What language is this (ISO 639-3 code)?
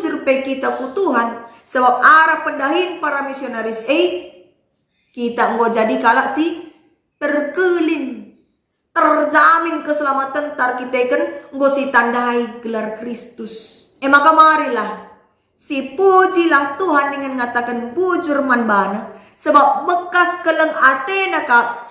btx